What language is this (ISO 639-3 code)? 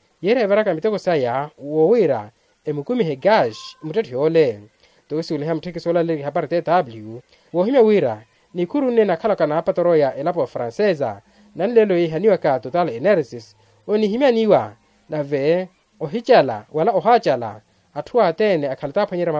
vmw